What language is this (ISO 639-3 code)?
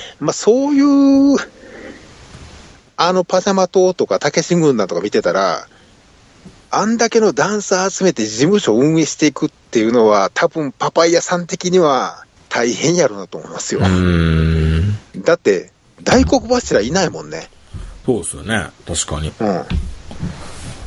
jpn